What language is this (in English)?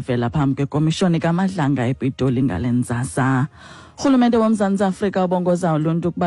Xhosa